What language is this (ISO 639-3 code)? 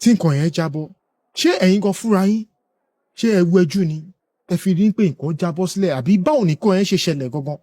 yor